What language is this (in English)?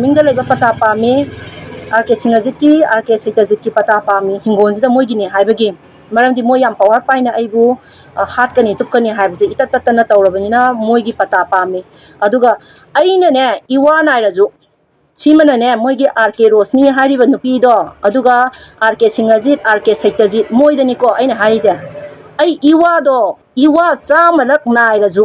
Manipuri